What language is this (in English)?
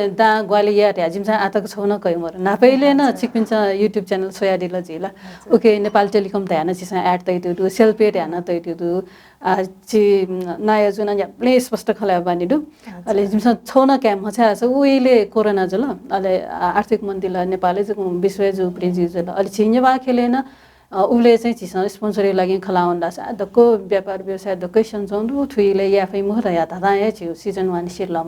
Newari